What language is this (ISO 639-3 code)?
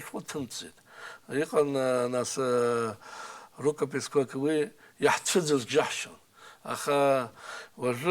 abk